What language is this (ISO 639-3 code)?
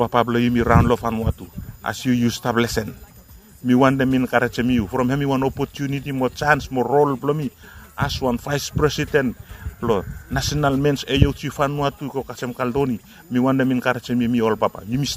bis